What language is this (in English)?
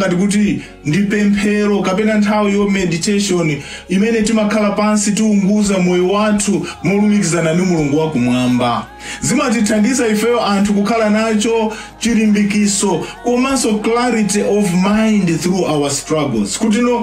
Nyanja